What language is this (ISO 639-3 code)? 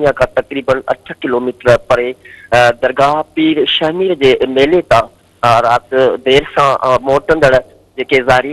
snd